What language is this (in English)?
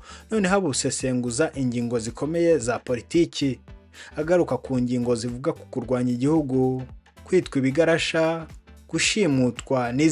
Kinyarwanda